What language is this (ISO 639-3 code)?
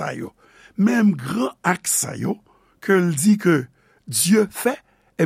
hat